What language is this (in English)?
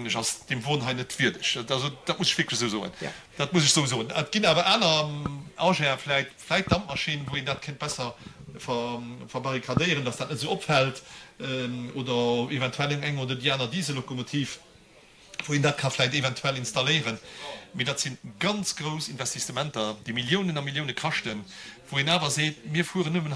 Luxembourgish